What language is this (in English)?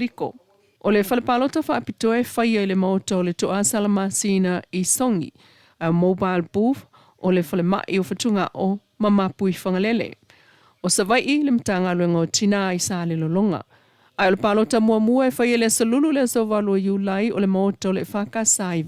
Samoan